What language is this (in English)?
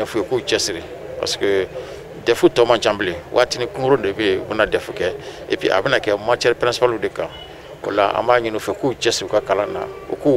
Bambara